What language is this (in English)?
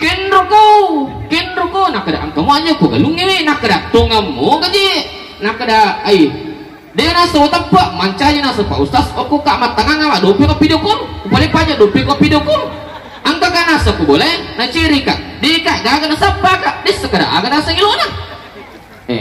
Buginese